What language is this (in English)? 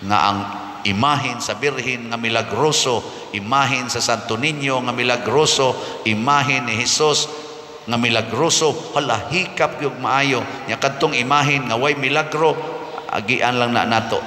Cebuano